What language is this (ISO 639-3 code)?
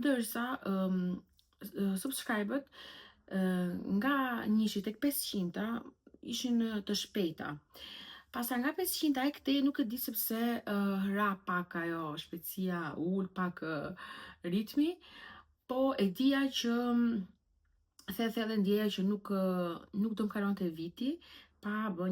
sqi